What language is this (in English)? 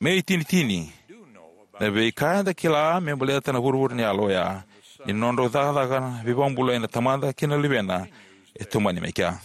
Fijian